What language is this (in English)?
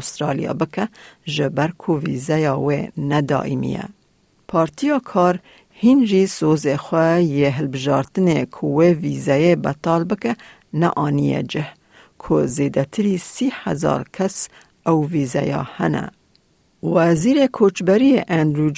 Kurdish